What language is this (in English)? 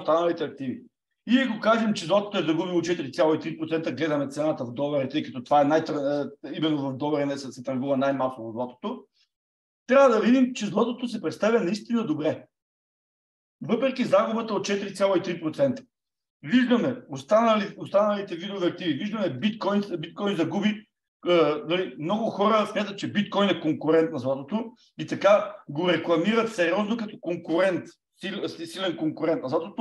Bulgarian